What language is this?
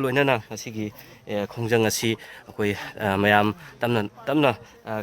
Manipuri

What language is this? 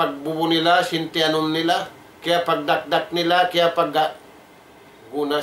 Tausug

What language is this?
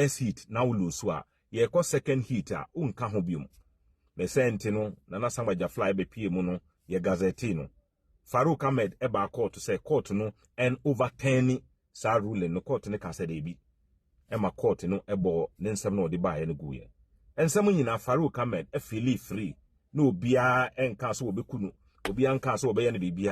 Akan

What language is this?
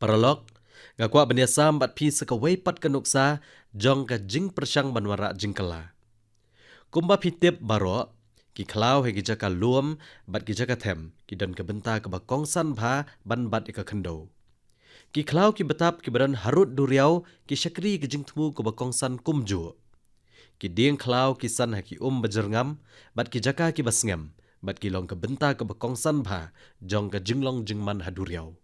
Khasi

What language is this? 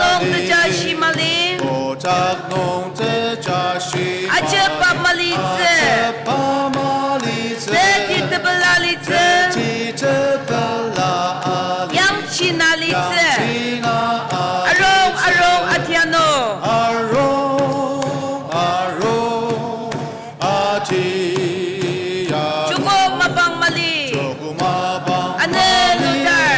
Ao Naga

